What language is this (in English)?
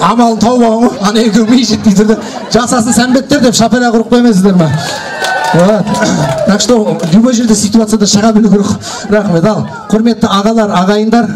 Kazakh